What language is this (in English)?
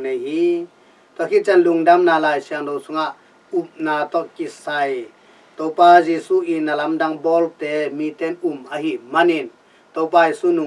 Tedim Chin